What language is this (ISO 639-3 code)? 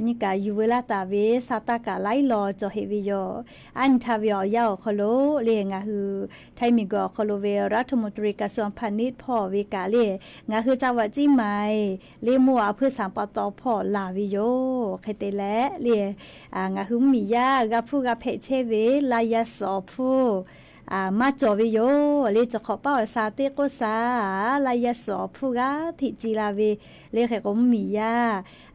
lhu